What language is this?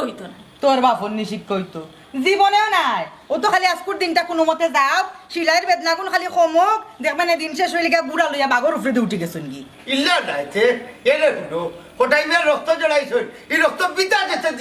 Sylheti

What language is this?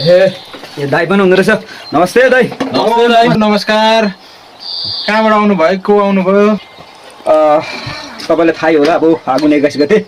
Nepali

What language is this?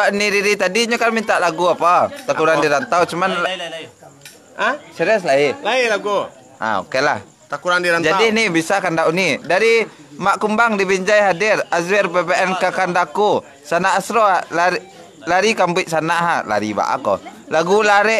Minangkabau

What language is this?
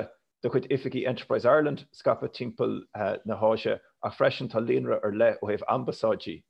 Irish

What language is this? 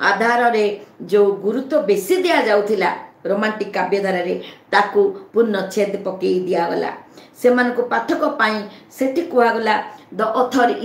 Odia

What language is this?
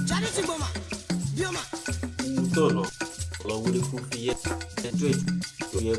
Isoko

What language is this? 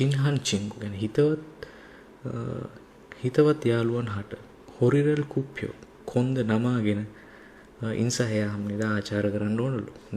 Sinhala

